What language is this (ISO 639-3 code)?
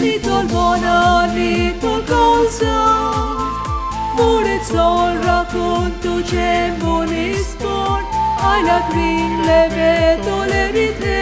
kok